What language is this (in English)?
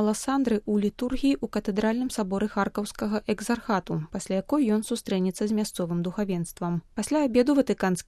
Belarusian